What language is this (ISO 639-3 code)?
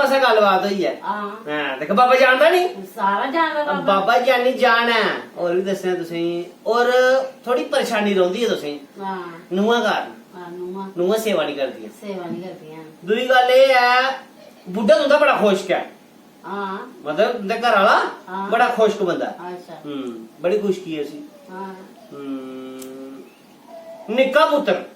doi